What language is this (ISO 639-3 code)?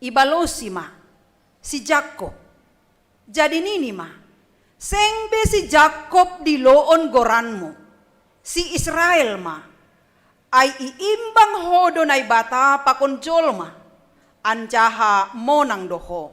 bts